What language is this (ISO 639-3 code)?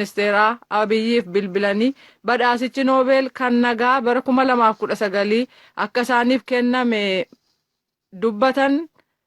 orm